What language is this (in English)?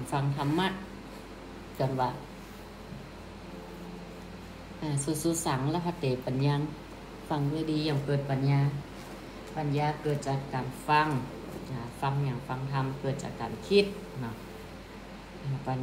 Thai